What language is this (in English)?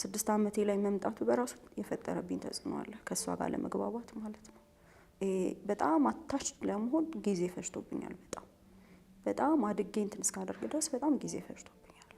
Amharic